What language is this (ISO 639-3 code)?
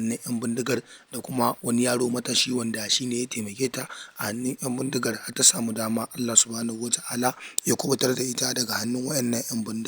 hau